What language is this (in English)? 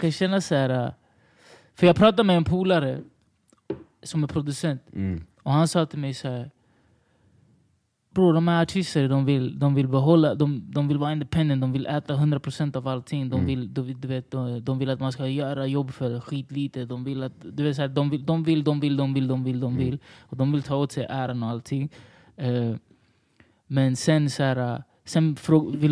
Swedish